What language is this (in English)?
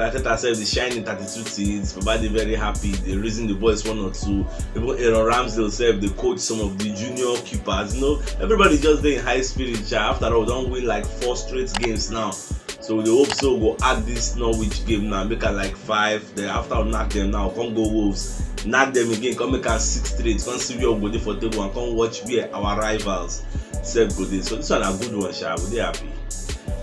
Nigerian Pidgin